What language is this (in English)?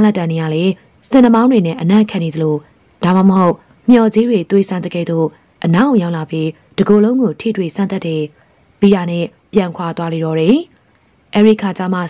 Burmese